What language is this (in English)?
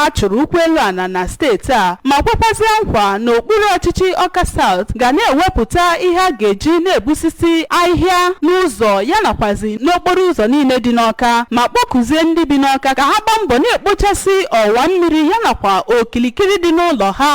Igbo